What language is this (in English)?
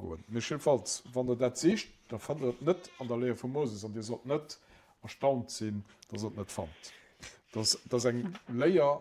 Luxembourgish